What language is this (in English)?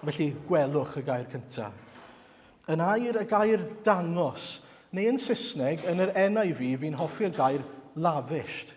Welsh